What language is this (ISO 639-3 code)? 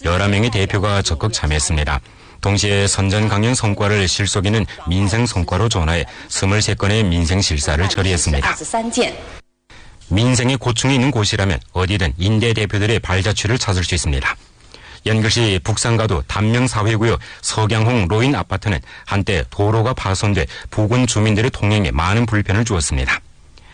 kor